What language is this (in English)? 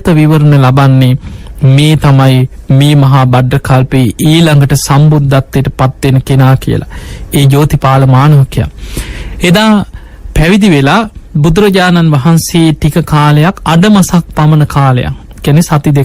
Sinhala